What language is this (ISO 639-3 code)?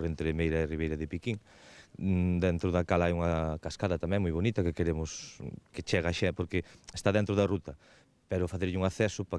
glg